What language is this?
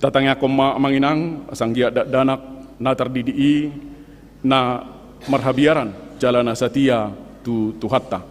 Batak Toba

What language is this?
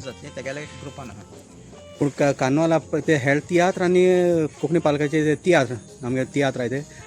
Konkani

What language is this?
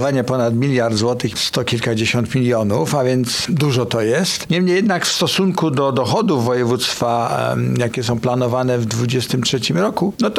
Polish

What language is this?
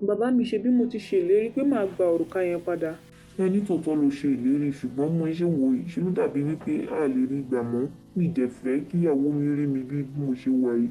Yoruba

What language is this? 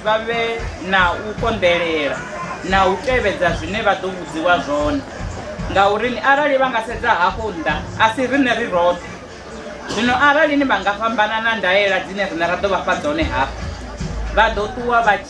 Venda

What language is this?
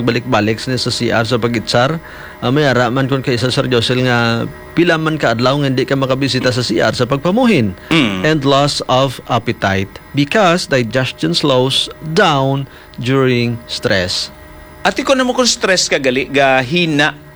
Hiligaynon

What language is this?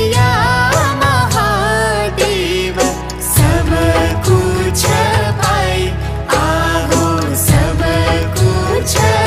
Bhojpuri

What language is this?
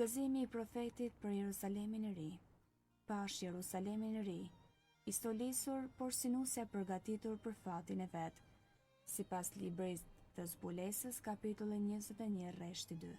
Albanian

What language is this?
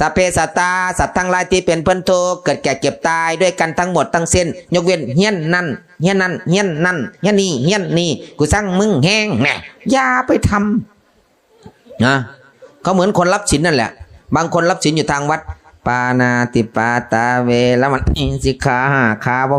Northeastern Thai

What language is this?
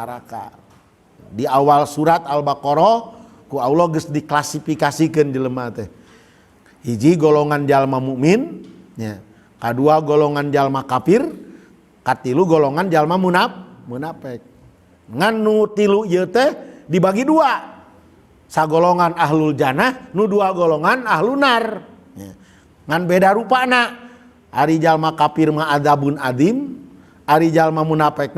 Sundanese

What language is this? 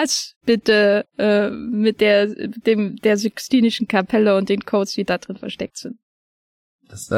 German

